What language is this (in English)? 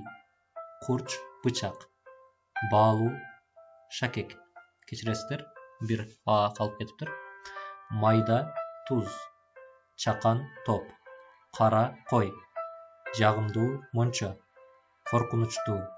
Kyrgyz